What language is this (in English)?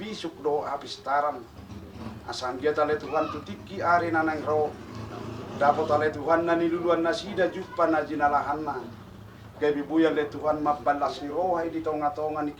Batak Toba